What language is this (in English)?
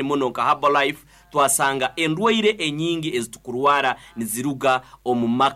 Nyoro